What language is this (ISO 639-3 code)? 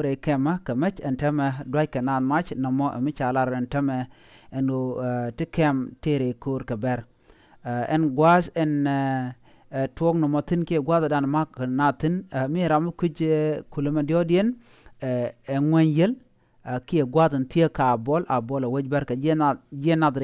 nus